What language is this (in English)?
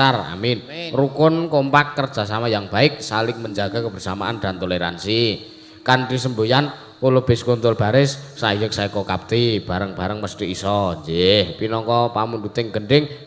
Javanese